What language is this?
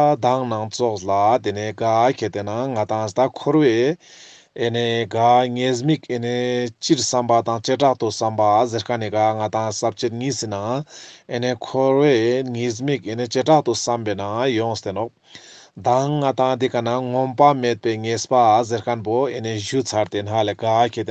Ladakhi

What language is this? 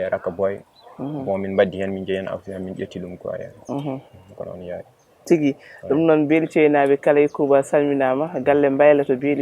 Fula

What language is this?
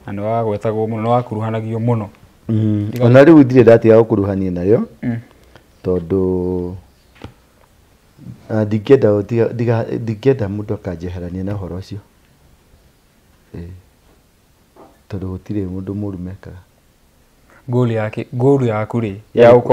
Kikuyu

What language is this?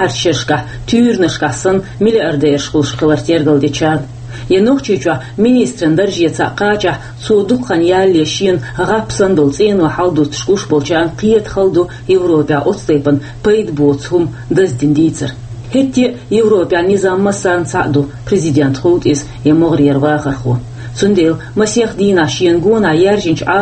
Chechen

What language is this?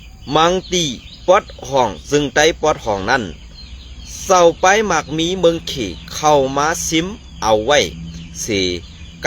Shan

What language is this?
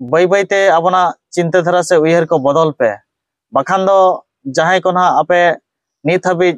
Santali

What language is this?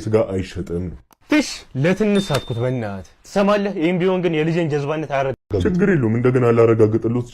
Amharic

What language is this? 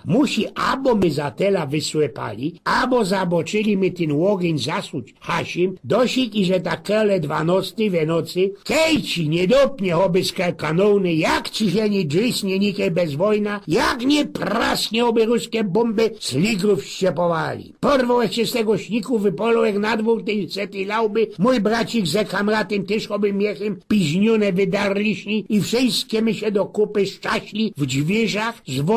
Silesian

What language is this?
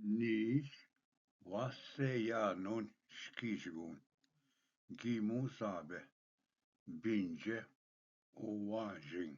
Ojibwa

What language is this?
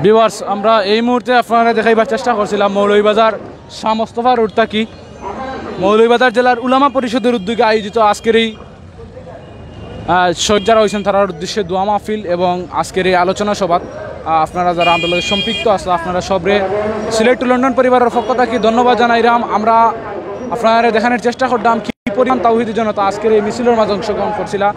Sylheti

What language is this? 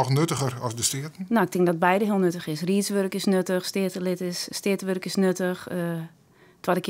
Western Frisian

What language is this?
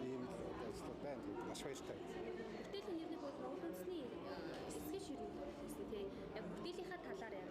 Mongolian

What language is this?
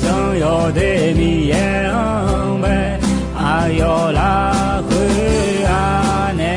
Akha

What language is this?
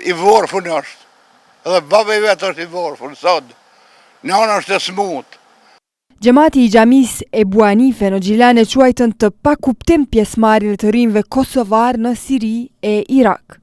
Albanian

